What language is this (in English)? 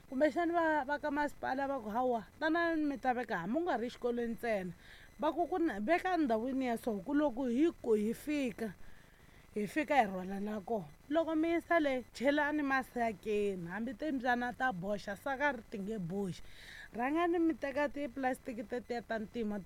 Tsonga